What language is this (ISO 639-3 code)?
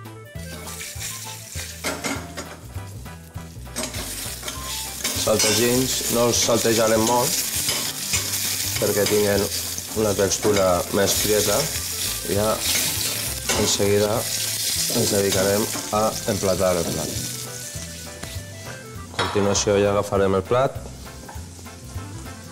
cat